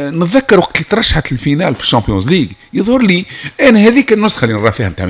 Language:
Tunisian Arabic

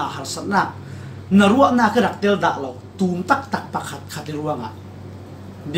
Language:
Falam Chin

